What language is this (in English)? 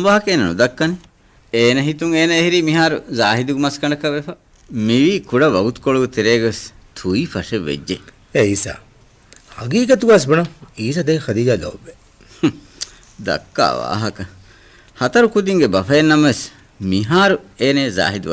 Divehi